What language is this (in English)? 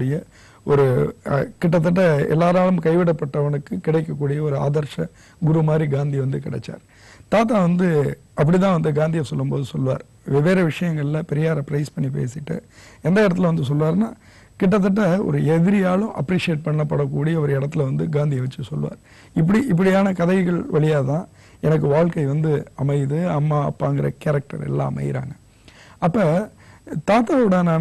Tamil